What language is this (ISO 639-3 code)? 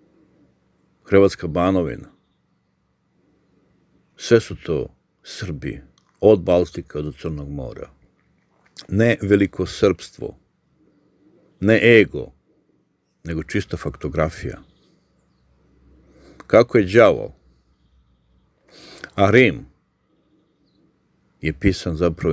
srp